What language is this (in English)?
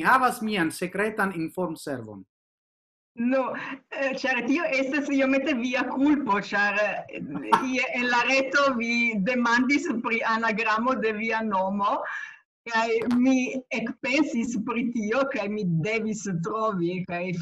Esperanto